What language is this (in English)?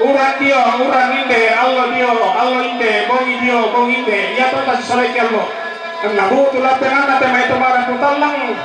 Toraja-Sa'dan